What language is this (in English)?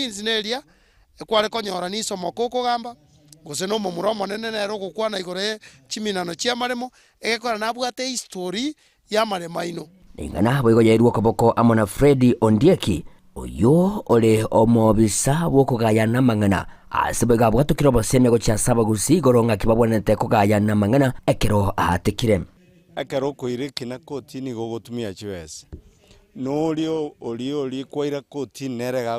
Gusii